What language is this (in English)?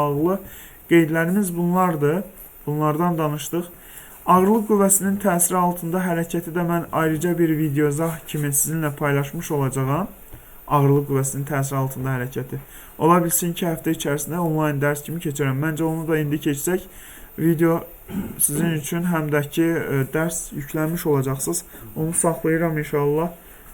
Azerbaijani